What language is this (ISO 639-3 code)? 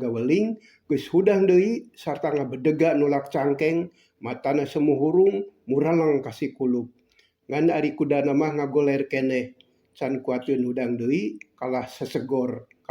sun